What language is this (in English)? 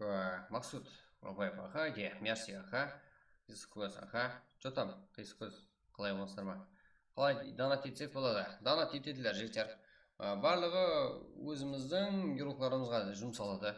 Kara-Kalpak